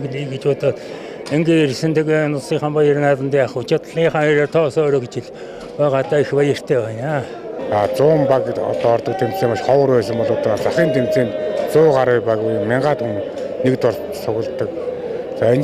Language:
Mongolian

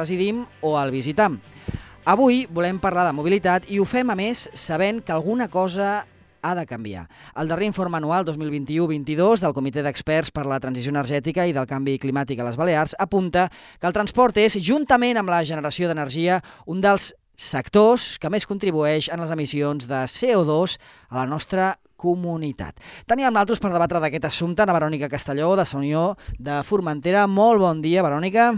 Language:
Catalan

